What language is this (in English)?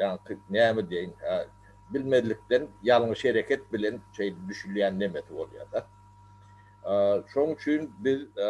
Turkmen